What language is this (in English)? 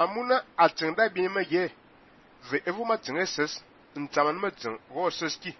Fang